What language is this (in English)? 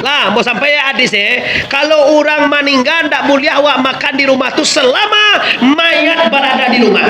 Minangkabau